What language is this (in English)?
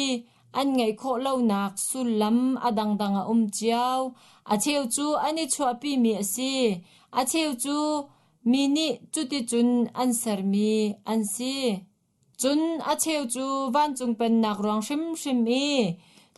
Hakha Chin